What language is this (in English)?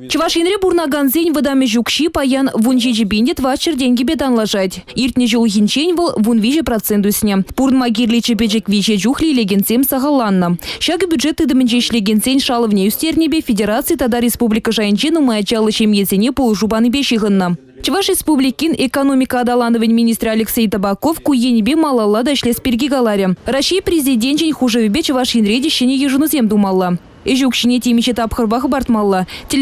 Chuvash